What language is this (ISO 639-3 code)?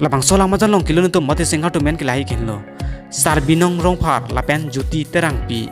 mjw